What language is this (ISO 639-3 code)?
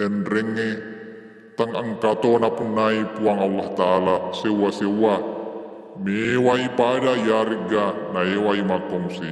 bug